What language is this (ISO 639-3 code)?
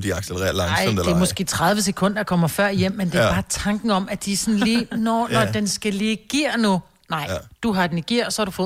dan